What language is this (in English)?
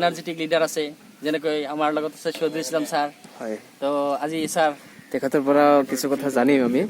Assamese